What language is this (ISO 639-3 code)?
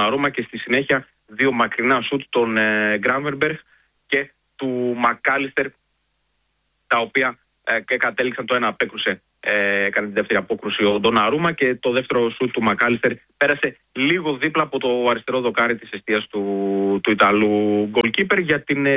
ell